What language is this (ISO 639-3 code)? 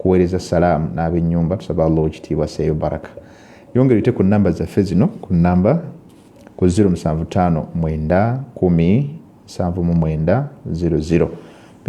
lug